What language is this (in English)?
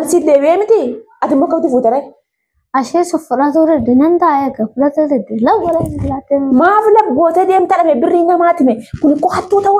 Oromo